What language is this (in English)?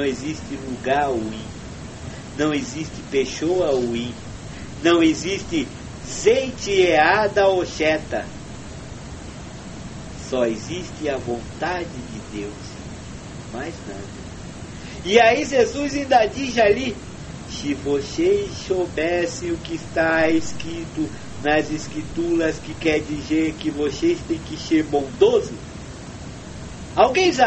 Portuguese